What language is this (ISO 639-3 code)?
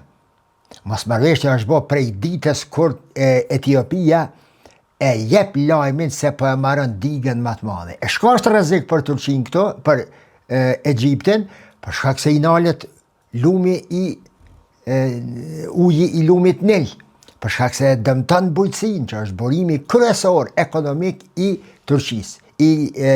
sqi